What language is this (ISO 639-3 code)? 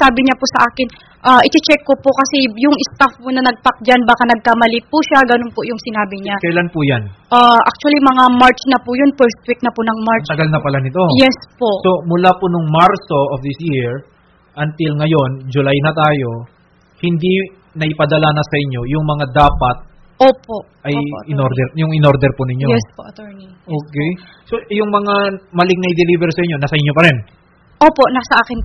fil